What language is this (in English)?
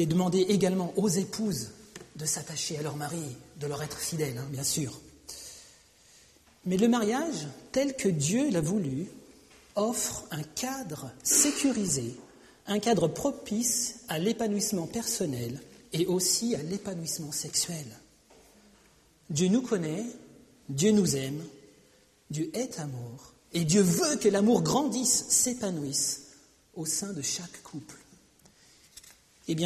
French